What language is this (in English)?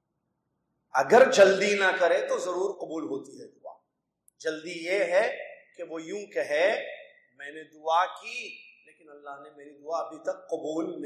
Urdu